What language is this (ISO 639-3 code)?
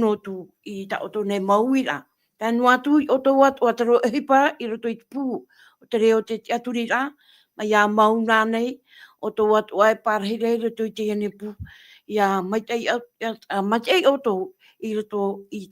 tah